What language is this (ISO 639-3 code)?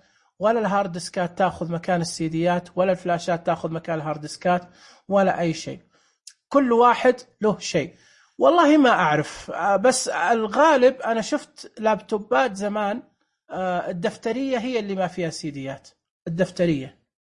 ars